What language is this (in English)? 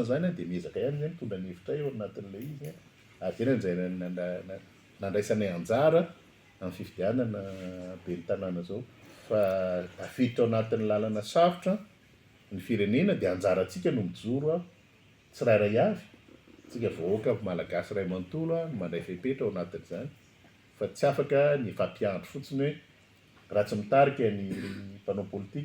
Malagasy